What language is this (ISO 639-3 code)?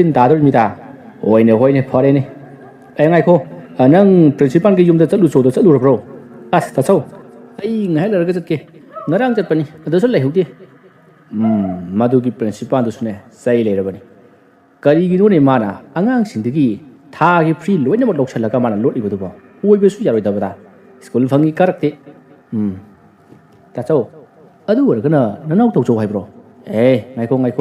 mni